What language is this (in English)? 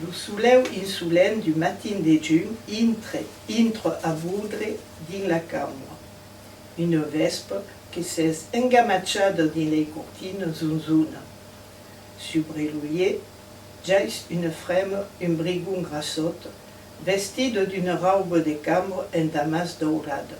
Occitan